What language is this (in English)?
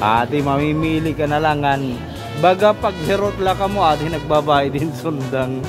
Waray